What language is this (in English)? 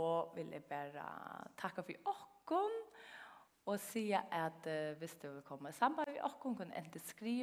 Faroese